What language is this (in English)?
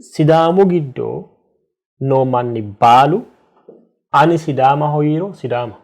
Sidamo